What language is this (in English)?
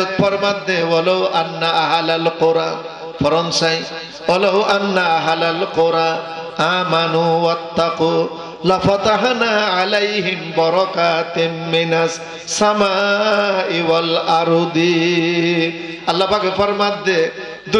Rohingya